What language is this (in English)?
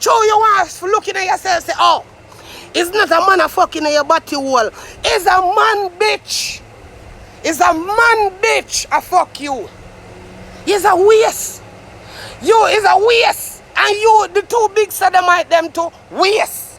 Jamaican Creole English